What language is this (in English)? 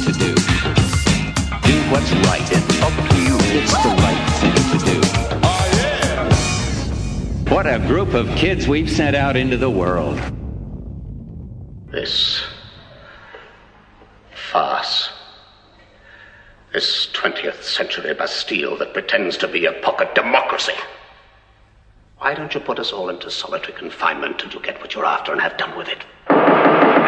English